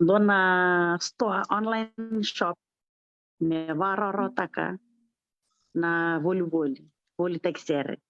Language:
Fijian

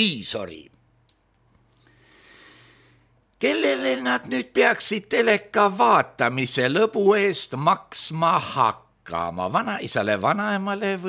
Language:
Estonian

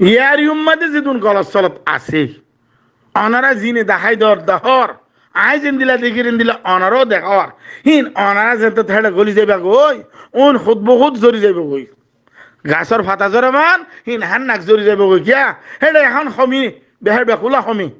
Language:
Rohingya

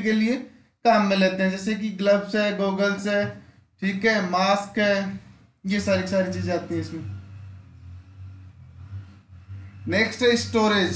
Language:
Hindi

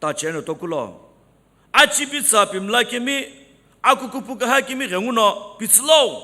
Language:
Sumi Naga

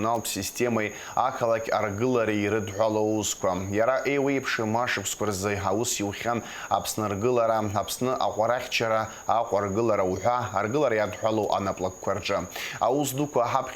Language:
Abkhazian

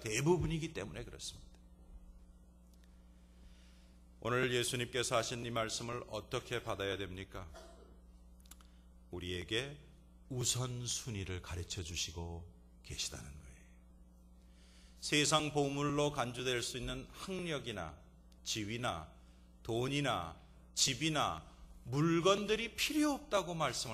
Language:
Korean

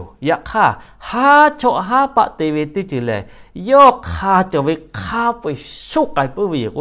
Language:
Lahu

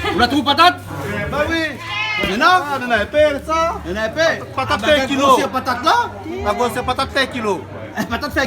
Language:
Réunion Creole French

